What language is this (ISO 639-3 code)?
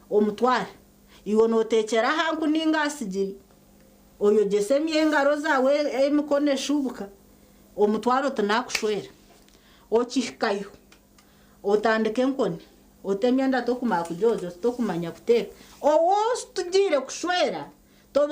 nyn